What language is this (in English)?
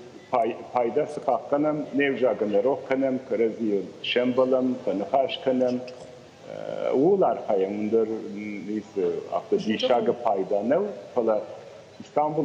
Ossetic